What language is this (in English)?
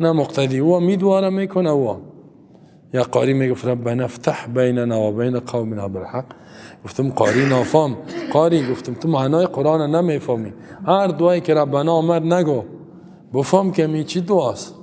Persian